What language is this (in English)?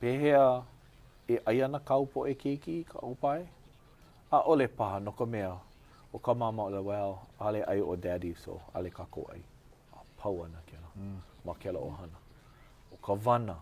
Hawaiian